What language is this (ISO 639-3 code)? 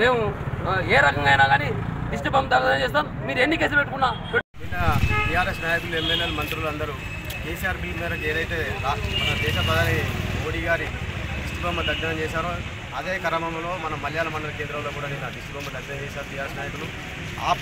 tel